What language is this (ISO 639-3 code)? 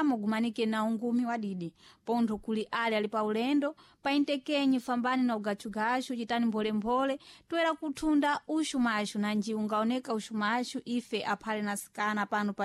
seh